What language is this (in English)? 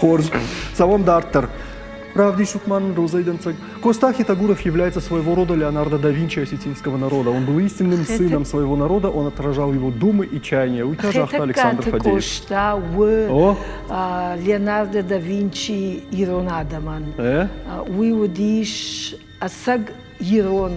Ossetic